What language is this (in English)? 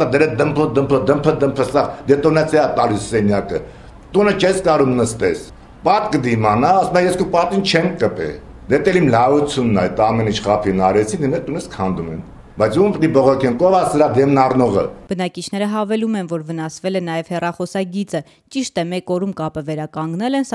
Armenian